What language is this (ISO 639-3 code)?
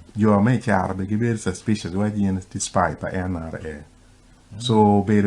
ach